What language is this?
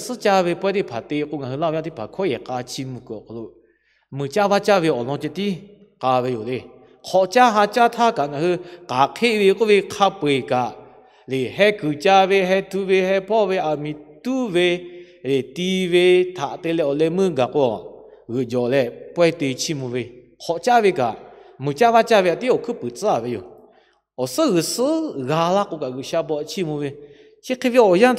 Lahu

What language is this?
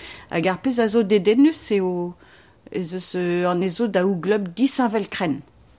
Breton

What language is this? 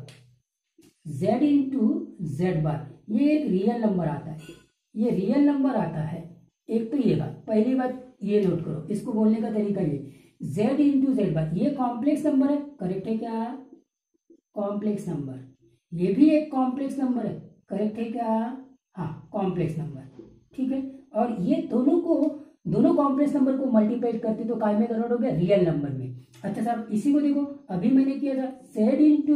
Hindi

